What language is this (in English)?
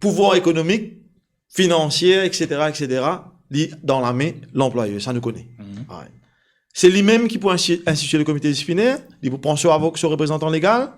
Morisyen